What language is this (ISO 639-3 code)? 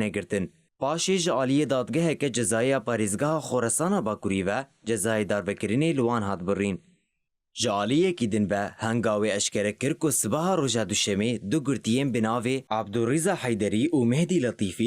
kur